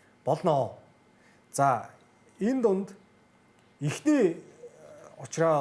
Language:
Mongolian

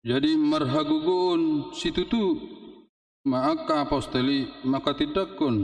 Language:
Batak Toba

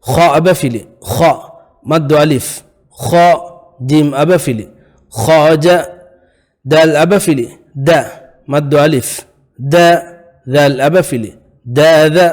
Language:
Divehi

